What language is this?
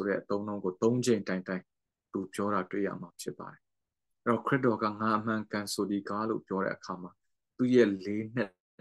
Burmese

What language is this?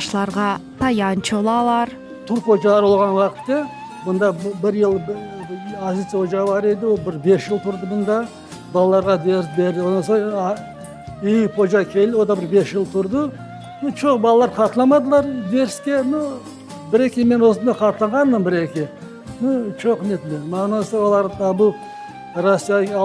Crimean Tatar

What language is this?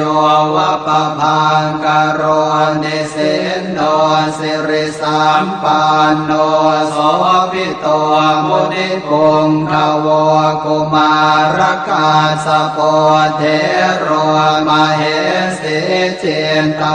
Pali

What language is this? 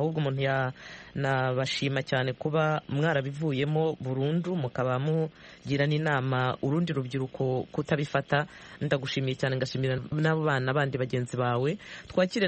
Kinyarwanda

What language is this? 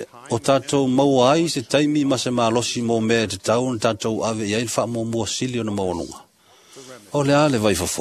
Samoan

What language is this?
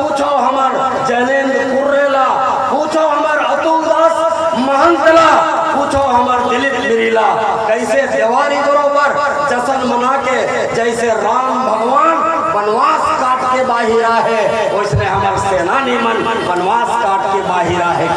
Chhattisgarhi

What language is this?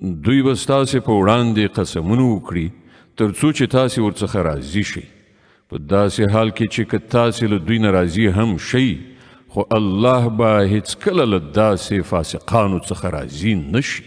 Pashto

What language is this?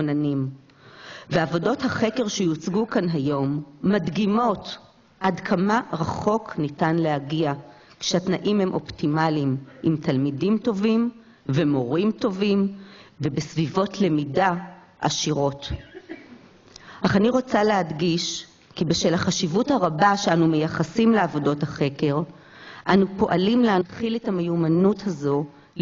Hebrew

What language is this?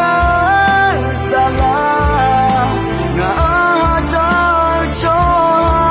Akha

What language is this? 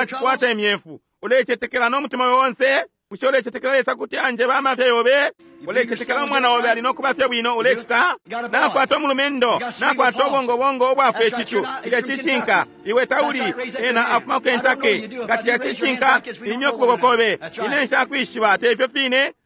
Bemba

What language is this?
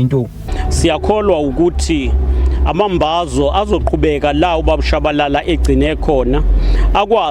Zulu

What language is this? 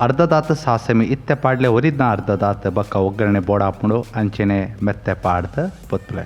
Tulu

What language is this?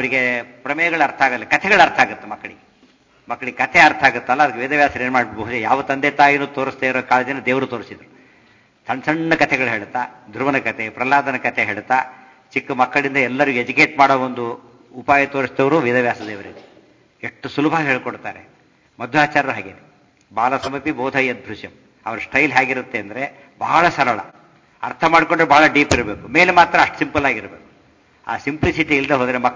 Kannada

